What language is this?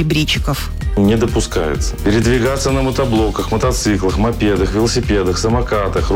Russian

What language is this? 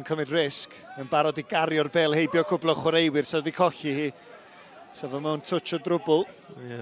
Welsh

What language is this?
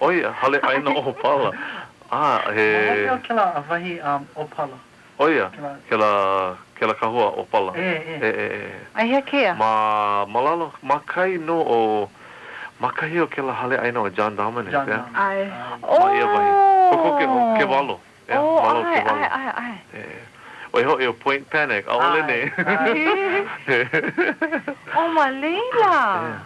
Hawaiian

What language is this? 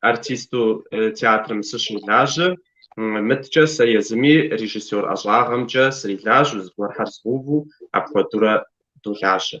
Kabardian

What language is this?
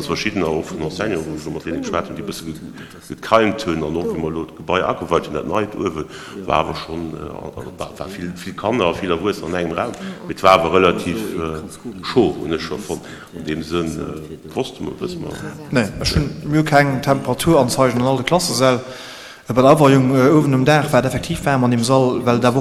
Luxembourgish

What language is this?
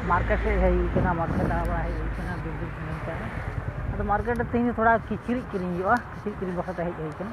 Santali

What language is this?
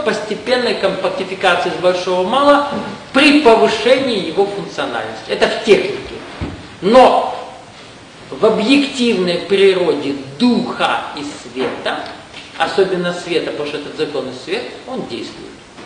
Russian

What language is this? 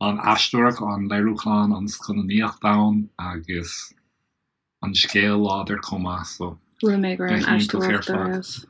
Irish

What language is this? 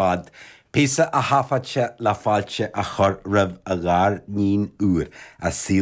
Irish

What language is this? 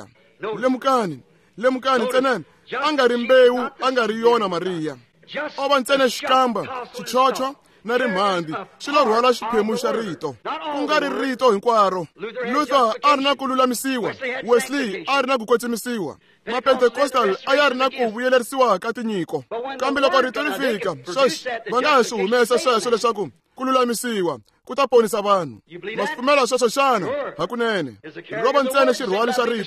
Tsonga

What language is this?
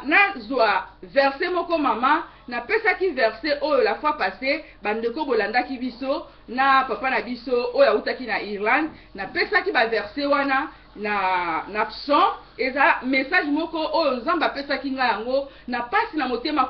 Lingala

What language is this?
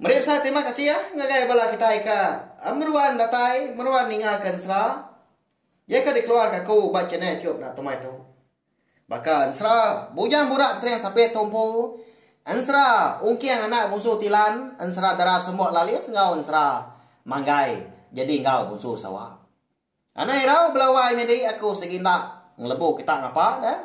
Iban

